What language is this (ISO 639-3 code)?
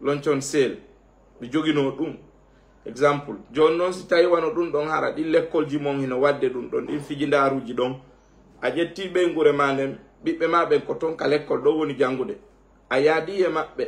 ful